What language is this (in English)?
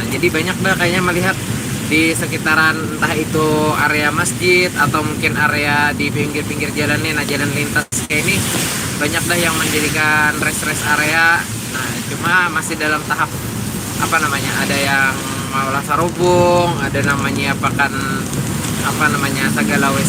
Banjar